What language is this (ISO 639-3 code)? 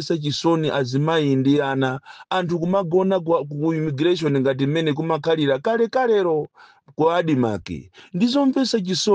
nya